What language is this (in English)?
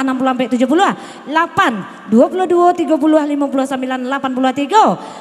Minangkabau